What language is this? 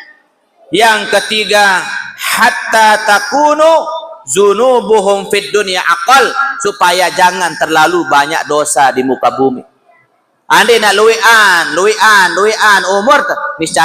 Sasak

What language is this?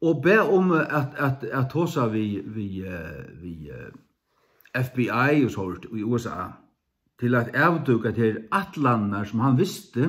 Faroese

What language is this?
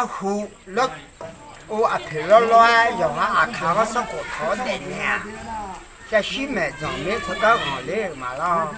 Akha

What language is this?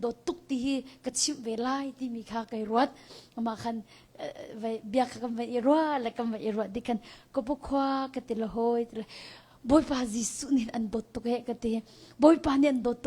Hakha Chin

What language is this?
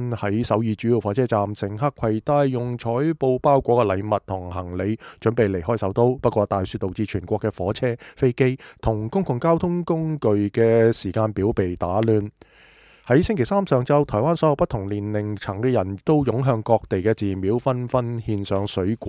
Cantonese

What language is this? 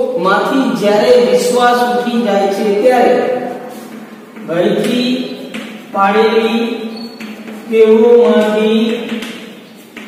Gujarati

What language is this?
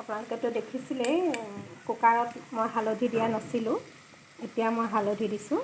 Assamese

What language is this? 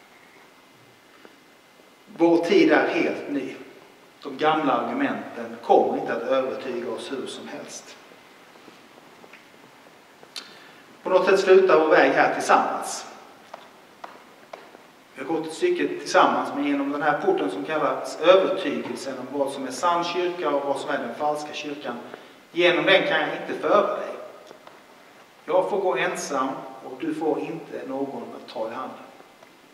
Swedish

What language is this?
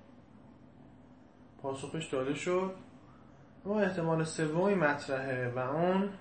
Persian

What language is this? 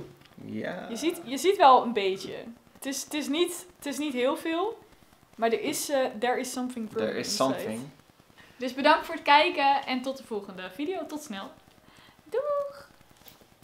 Dutch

